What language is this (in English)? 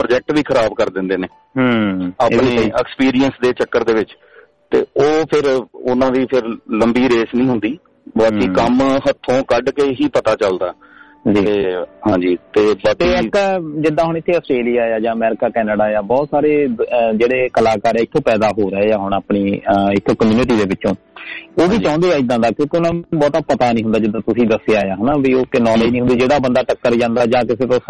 Punjabi